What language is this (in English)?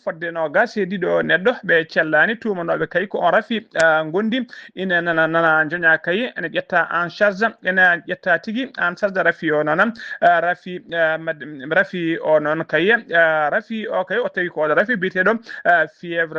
Fula